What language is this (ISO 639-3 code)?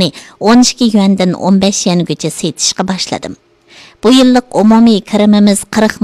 uig